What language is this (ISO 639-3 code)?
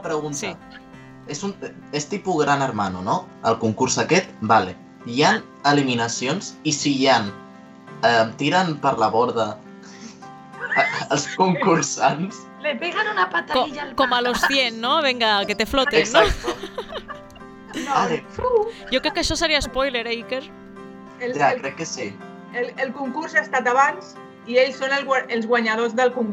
cat